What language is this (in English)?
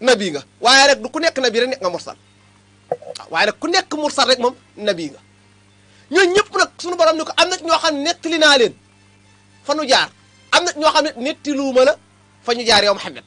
Wolof